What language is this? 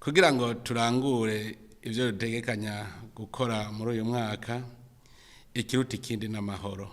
Rundi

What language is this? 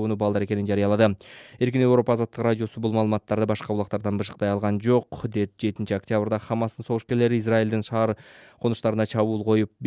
Kyrgyz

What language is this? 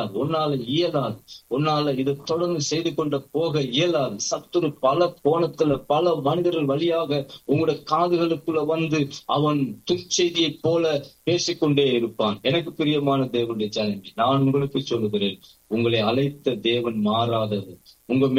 Tamil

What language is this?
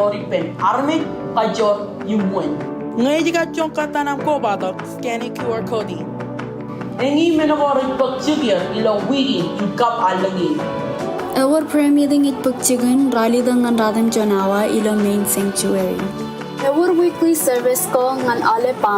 Marshallese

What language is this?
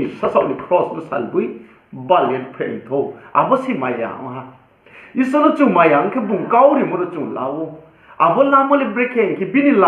Riang (India)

